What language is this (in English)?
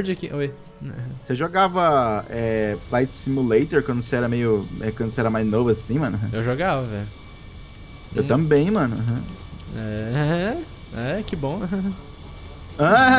Portuguese